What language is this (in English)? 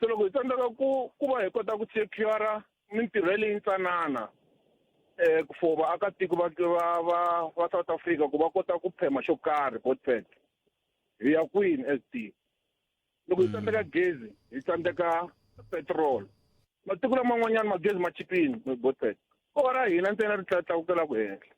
Tsonga